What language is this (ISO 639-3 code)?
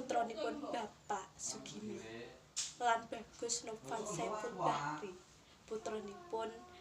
jav